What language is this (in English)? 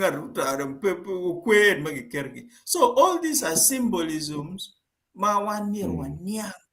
Acoli